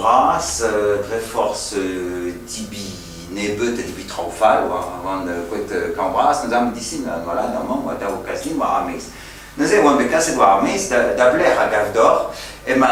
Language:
Breton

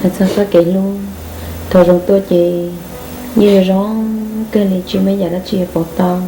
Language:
Hmong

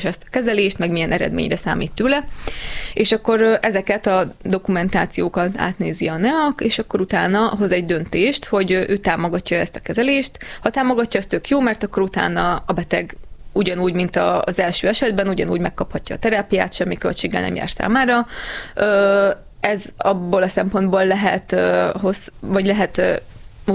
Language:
Hungarian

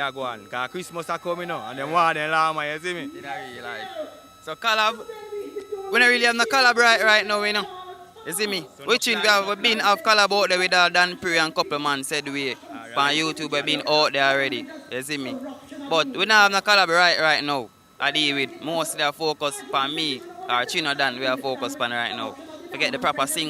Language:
Jamaican Creole English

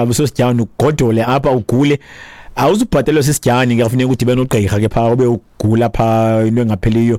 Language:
Xhosa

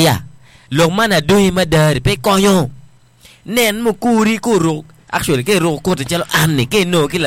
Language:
Acoli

